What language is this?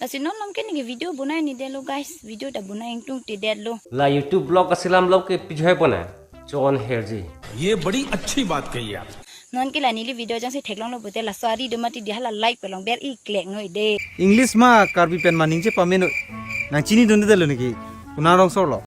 Karbi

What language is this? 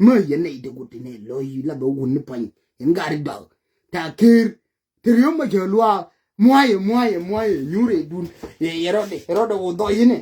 Nuer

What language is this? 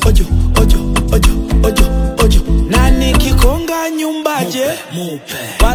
Swahili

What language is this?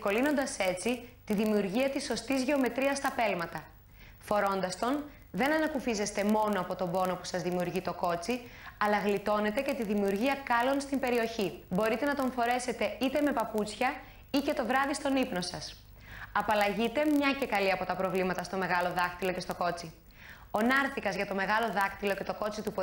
Greek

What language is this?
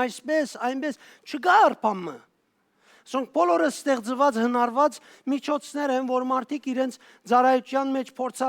Western Armenian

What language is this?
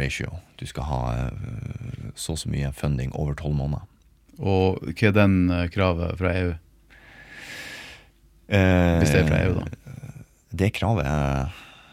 Norwegian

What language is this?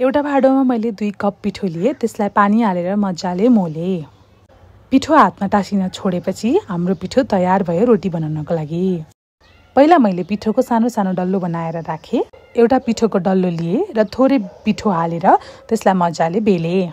Nepali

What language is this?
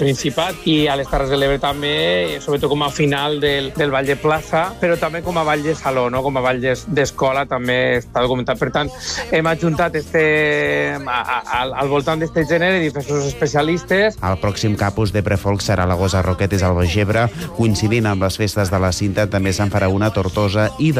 Catalan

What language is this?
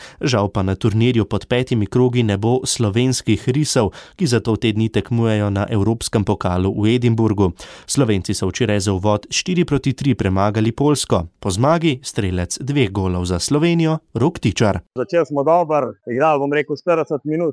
Slovenian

